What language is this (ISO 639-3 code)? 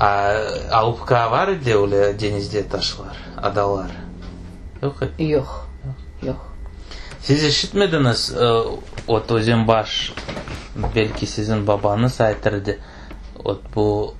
crh